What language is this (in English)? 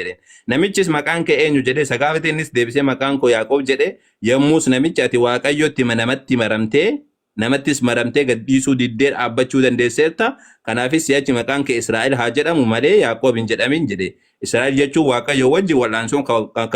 Oromo